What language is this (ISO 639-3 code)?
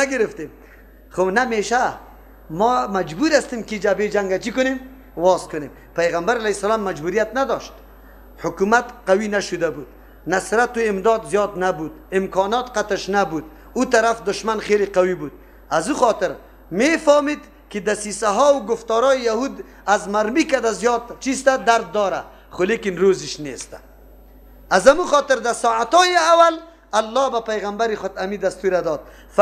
fas